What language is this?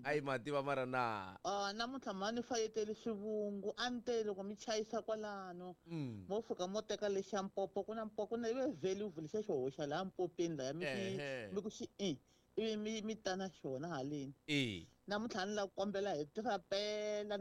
Tsonga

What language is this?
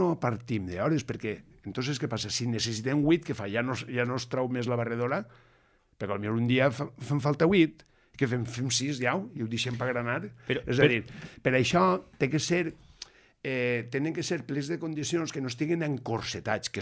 Catalan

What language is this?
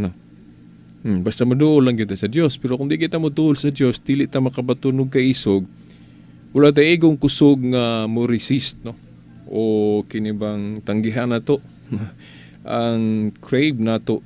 Cebuano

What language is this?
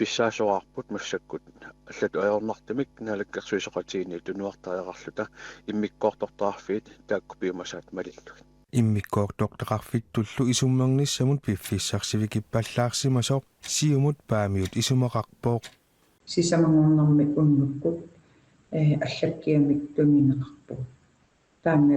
Kalaallisut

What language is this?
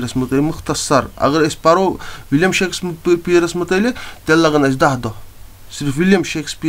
Kashmiri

